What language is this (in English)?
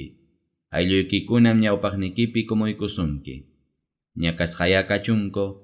Ayacucho Quechua